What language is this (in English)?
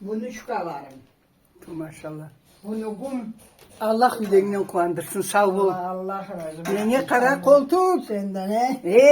Karachay-Balkar